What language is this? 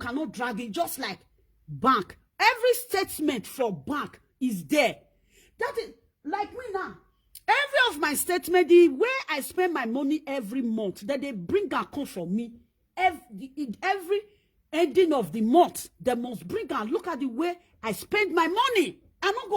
Nigerian Pidgin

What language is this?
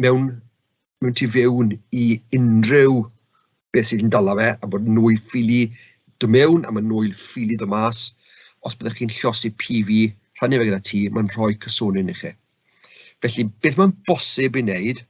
Welsh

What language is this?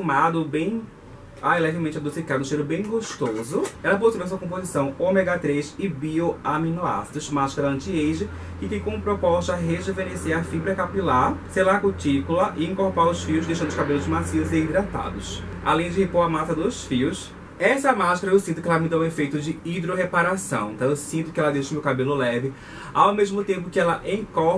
Portuguese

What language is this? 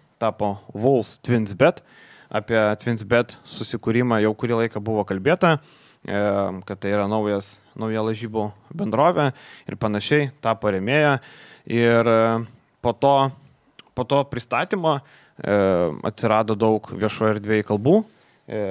Lithuanian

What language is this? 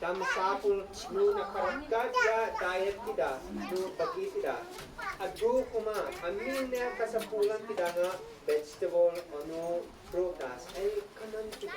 Isnag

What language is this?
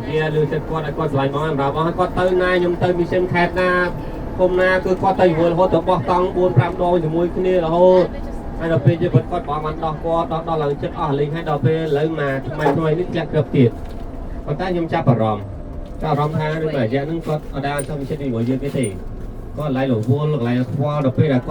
Khmer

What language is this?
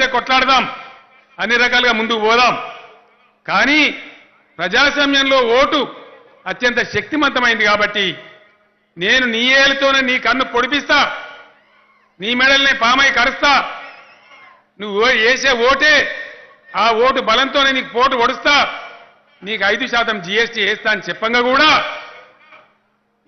Telugu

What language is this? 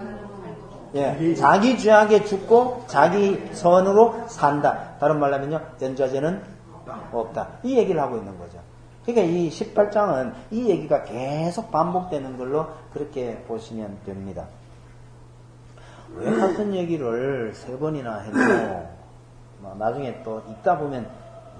Korean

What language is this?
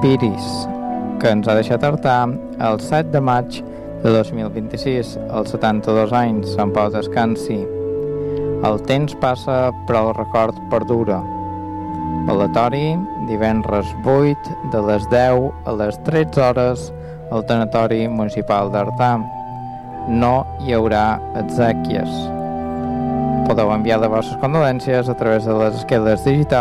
Catalan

